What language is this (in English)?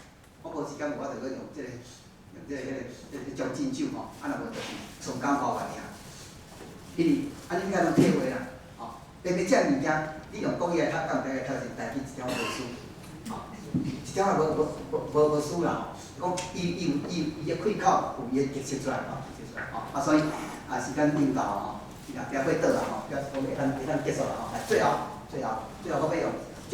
Min Nan Chinese